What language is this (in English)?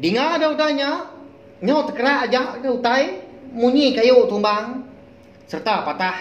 Iban